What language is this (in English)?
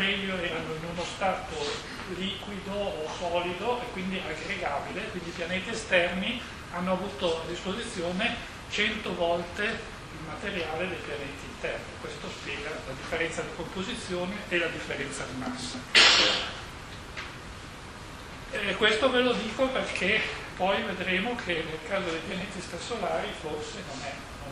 Italian